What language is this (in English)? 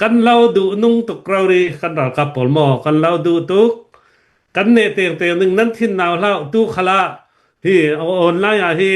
Hakha Chin